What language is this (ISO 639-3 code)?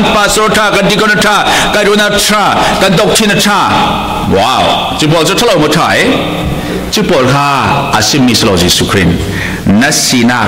cfm